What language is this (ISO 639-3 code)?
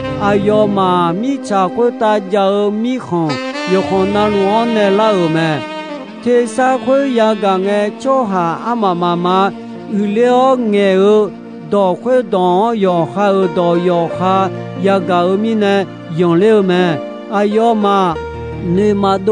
ahk